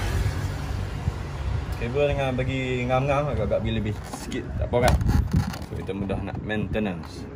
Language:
Malay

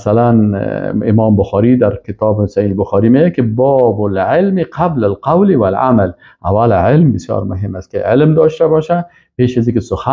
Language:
Persian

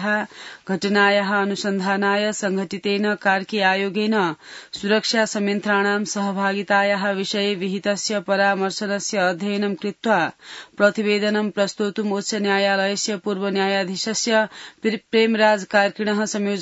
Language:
Sanskrit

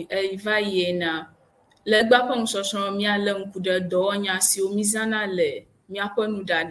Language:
Ewe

